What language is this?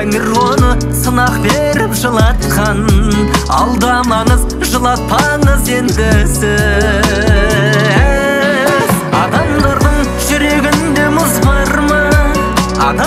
Kazakh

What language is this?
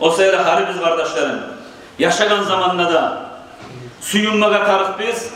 Kumyk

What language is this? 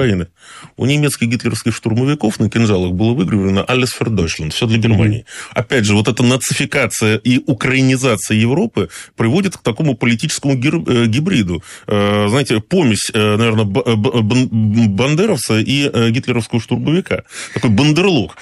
Russian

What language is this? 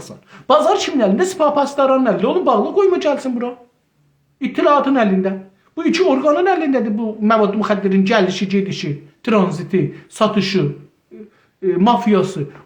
South Azerbaijani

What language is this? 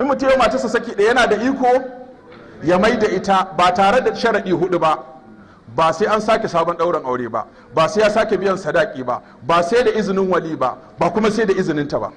Hausa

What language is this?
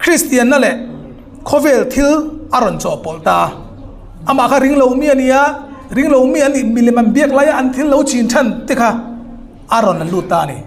Hmar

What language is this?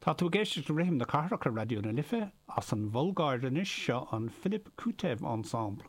Irish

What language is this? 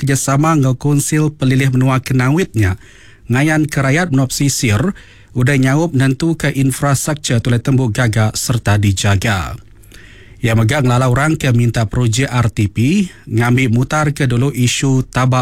Iban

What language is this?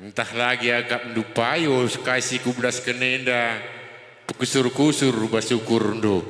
Batak Karo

